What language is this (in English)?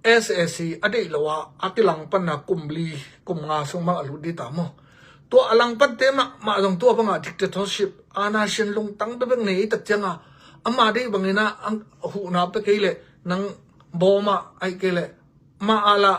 Tedim Chin